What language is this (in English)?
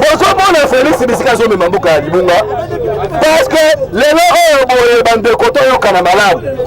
Lingala